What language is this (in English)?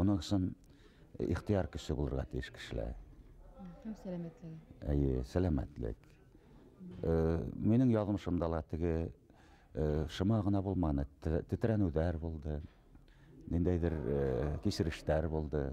Bashkir